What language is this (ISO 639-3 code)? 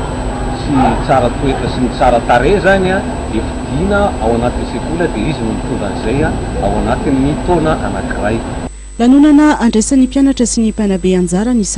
mlg